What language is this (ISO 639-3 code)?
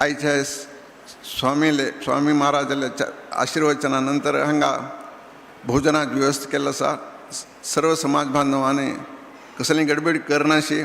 kok